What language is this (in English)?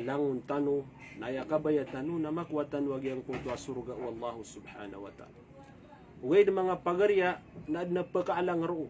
Maranao